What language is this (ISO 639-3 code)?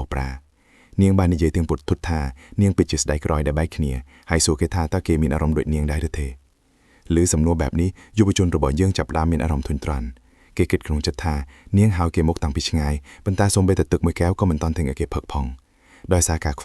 khm